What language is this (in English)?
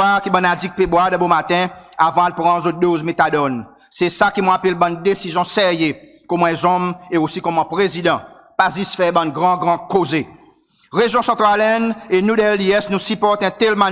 Seselwa Creole French